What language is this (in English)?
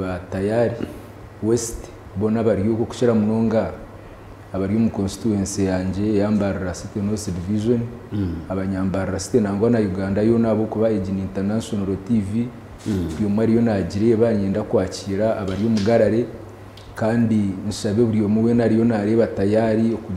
Nyankole